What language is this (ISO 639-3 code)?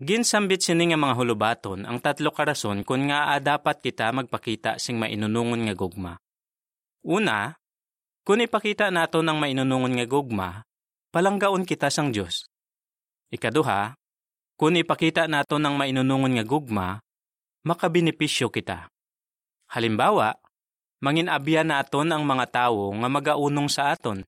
hil